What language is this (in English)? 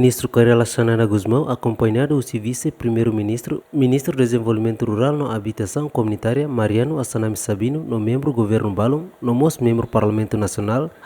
Tetum